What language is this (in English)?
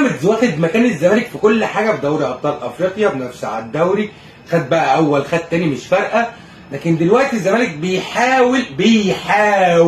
Egyptian Arabic